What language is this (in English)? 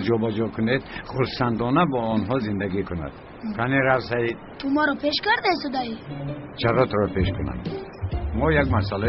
Tajik